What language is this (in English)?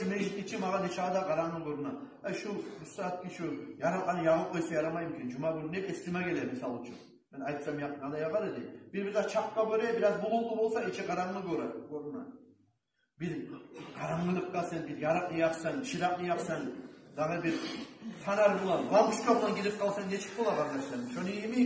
Kumyk